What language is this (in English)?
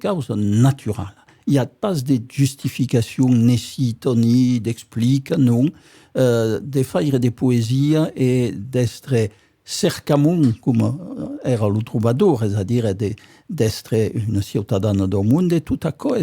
Occitan